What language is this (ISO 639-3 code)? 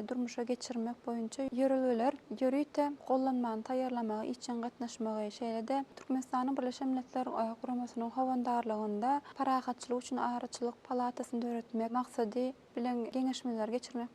tuk